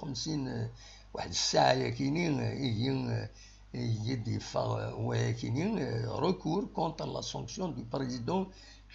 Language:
Kabyle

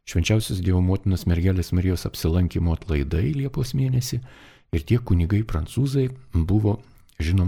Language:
Lithuanian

